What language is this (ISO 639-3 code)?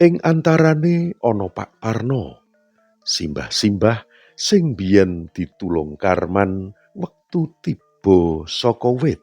jav